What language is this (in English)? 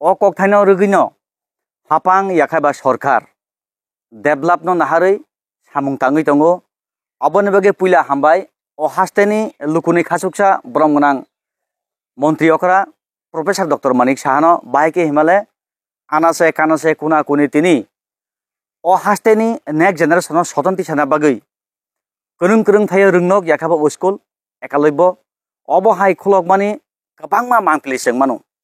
Kok Borok